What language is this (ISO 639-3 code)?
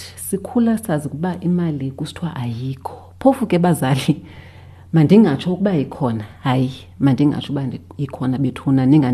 xho